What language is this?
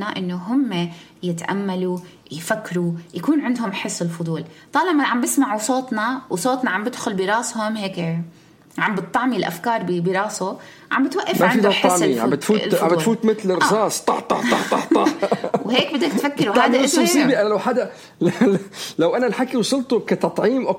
North Levantine Arabic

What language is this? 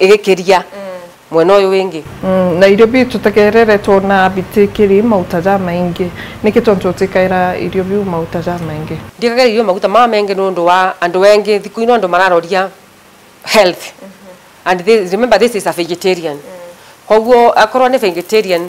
Meru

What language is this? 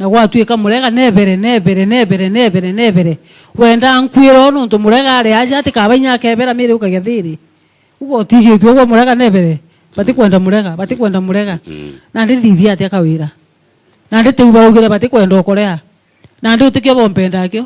Meru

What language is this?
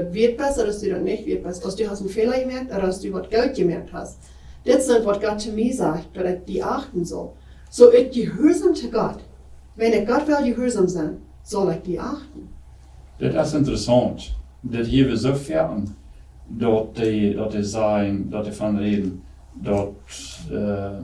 Plautdietsch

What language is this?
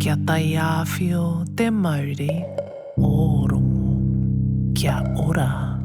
Māori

